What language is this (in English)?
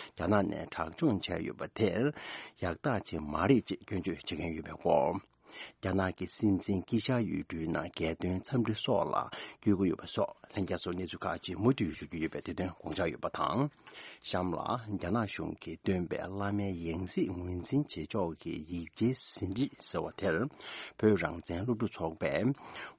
Tibetan